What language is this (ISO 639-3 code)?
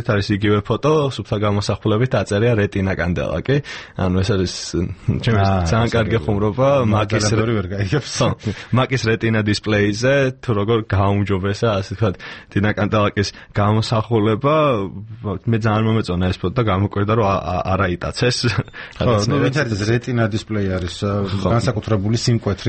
kat